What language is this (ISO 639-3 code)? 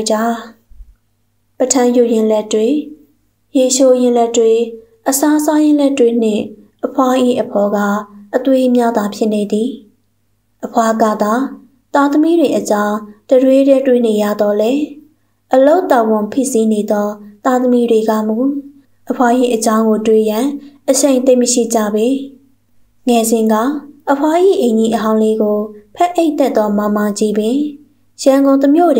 mya